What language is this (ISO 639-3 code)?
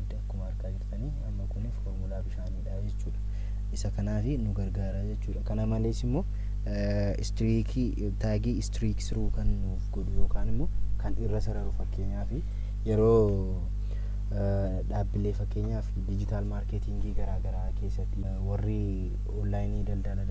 orm